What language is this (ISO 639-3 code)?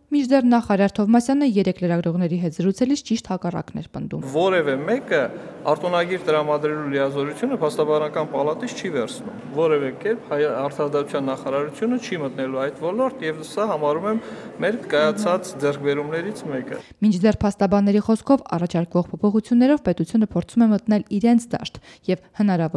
hye